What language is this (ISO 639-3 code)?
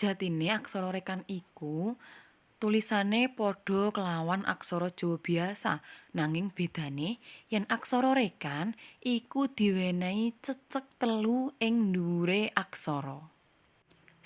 jav